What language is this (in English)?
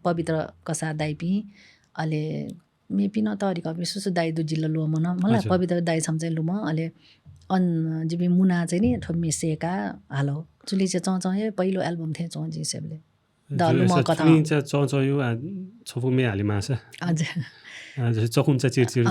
Newari